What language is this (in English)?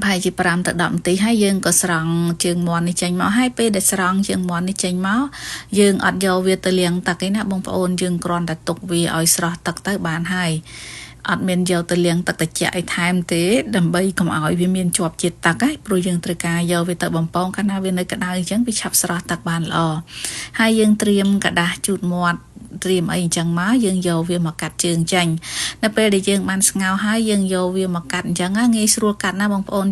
Khmer